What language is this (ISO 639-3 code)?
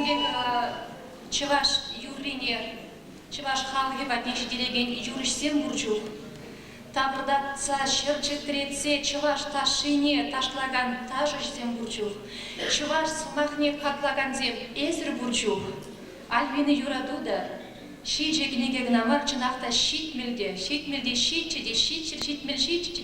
chv